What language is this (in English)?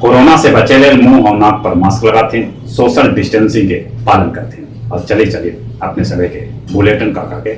Magahi